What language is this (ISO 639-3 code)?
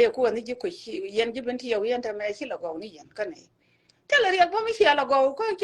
nus